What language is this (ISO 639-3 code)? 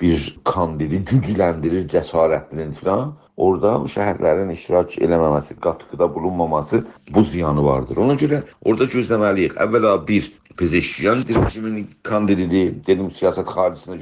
azb